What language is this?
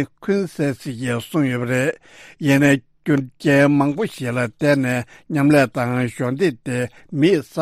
Tibetan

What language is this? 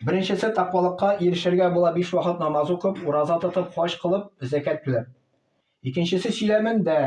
Tatar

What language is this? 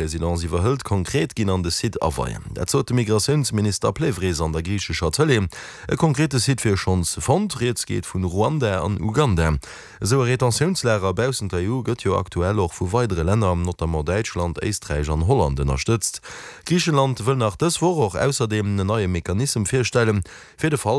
Luxembourgish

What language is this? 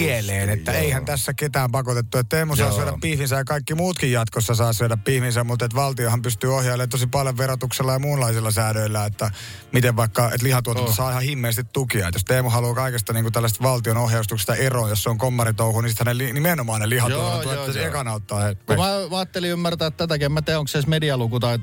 Finnish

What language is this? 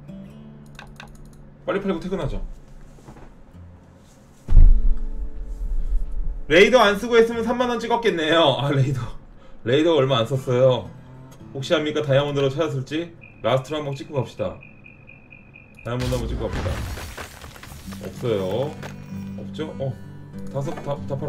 Korean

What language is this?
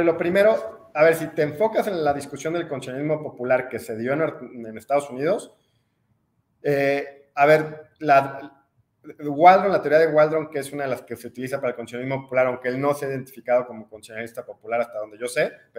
Spanish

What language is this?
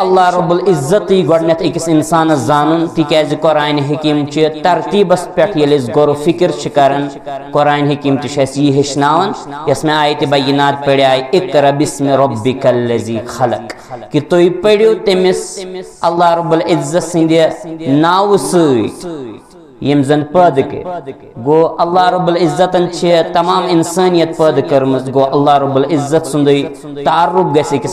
Kashmiri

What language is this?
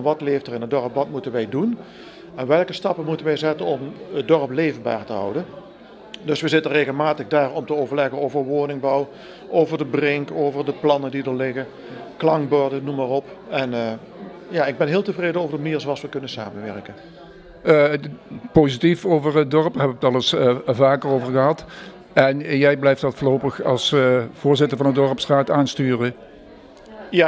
Dutch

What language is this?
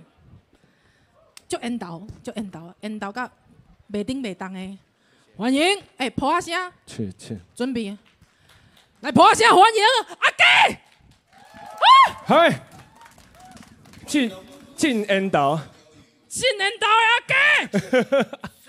Chinese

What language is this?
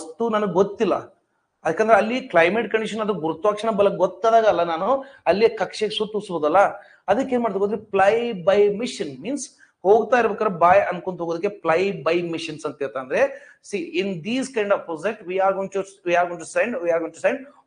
Kannada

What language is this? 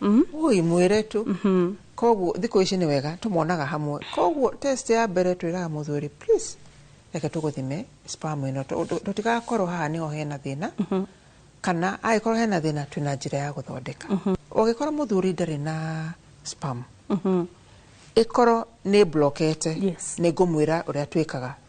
Kikuyu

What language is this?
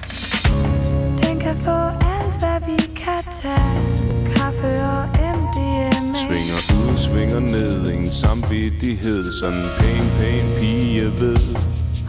Danish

